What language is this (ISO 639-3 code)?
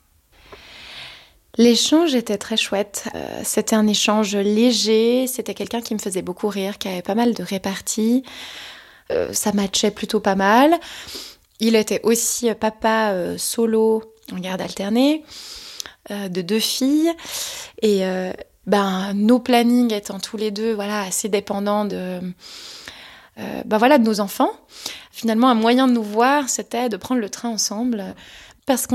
fra